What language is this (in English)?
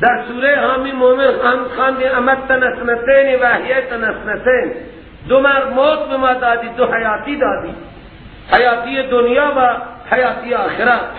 Persian